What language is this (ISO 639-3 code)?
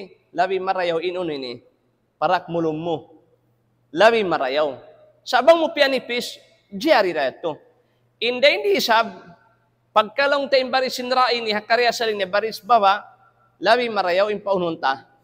tsg